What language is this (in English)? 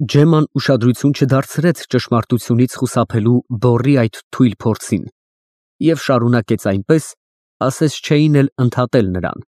Armenian